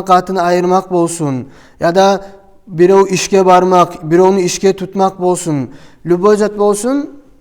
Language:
Kumyk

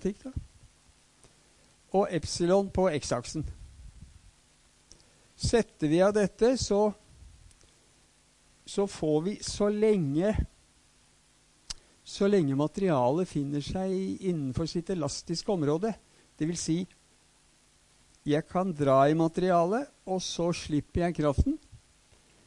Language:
Norwegian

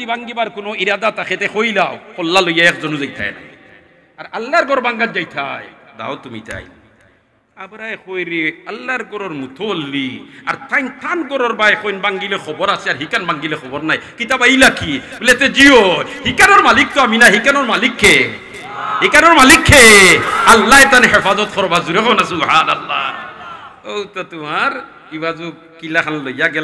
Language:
Sylheti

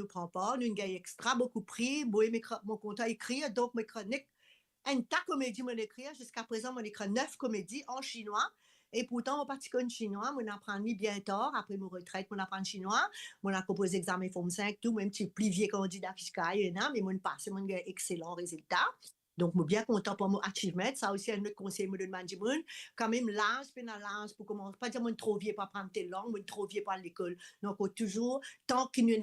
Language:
Morisyen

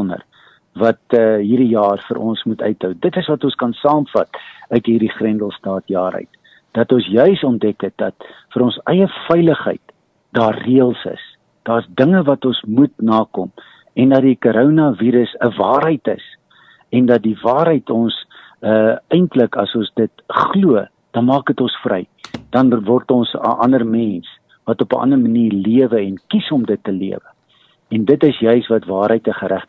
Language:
Afrikaans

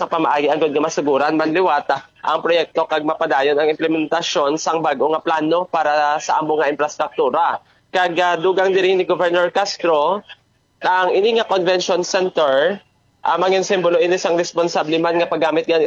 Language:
Hiligaynon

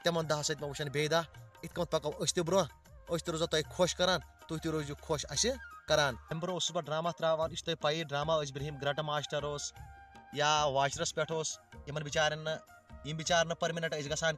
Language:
Kashmiri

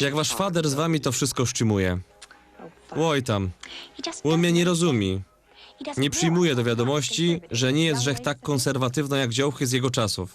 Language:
Silesian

